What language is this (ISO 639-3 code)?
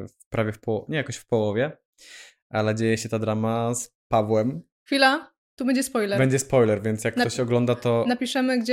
pol